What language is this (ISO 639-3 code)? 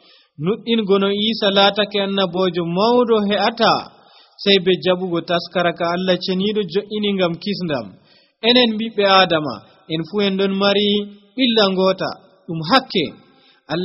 fuv